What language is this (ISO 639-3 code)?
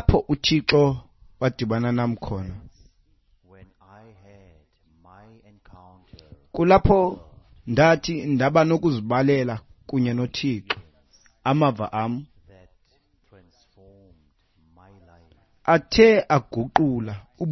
xho